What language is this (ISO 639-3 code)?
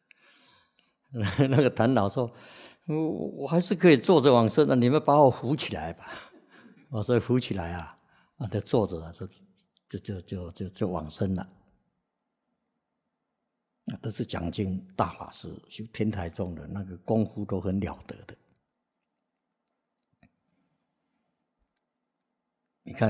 zho